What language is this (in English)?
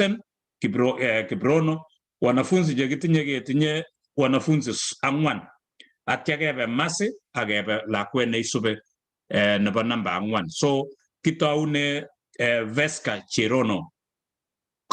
Kalenjin